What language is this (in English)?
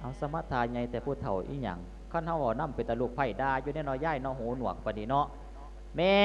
Lao